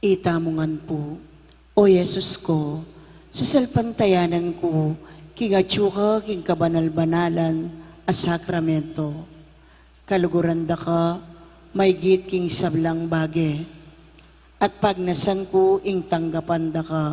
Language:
Pampanga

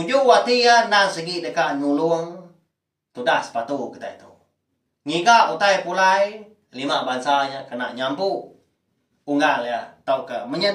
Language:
Iban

